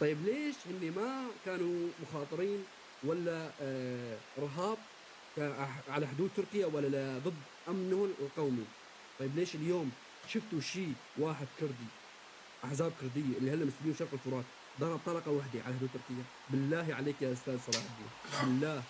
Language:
North Levantine Arabic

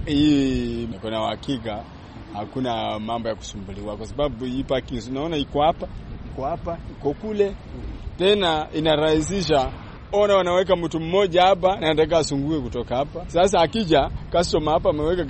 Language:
Swahili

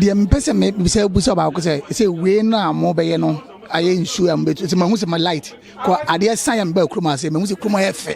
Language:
Akan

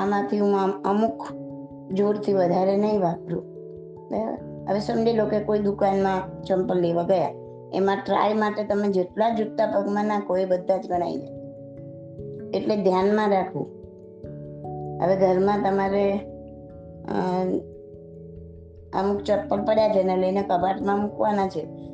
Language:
Gujarati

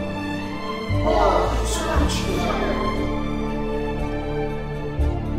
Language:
Chinese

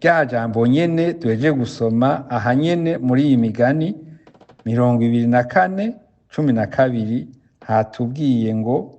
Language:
Rundi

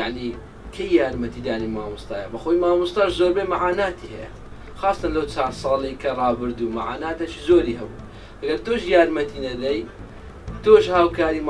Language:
Central Kurdish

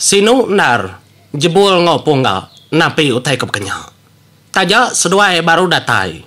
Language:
Iban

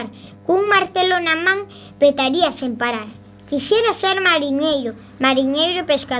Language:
Galician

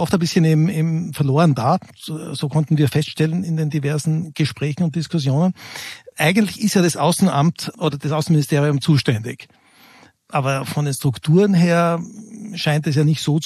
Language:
German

